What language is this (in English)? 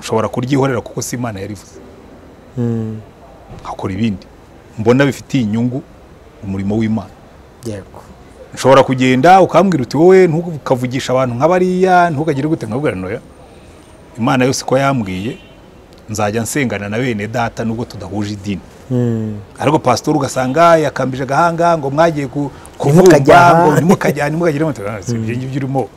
Kinyarwanda